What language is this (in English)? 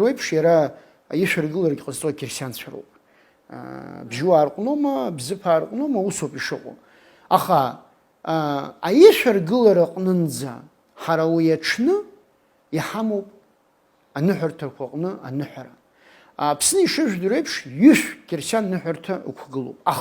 Abkhazian